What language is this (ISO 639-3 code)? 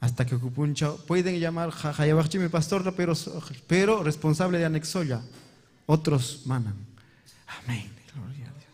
quy